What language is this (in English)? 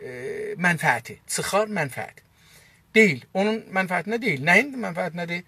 South Azerbaijani